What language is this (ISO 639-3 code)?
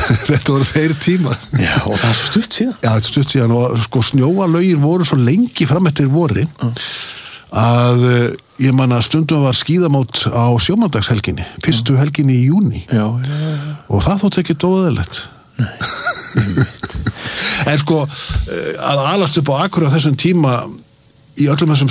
isl